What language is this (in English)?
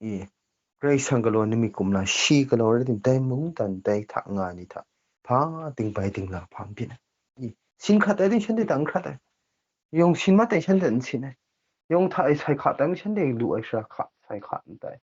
Kachin